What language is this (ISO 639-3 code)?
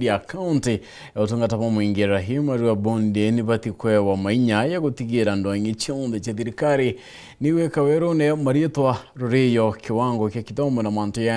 mer